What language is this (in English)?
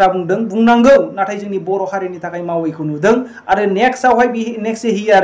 Bodo